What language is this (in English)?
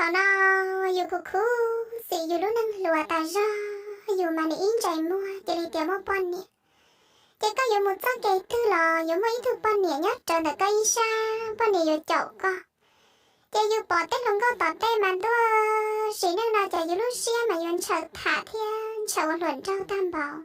Hmong